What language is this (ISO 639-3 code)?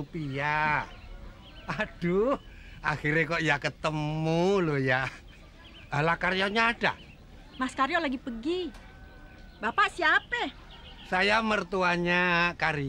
bew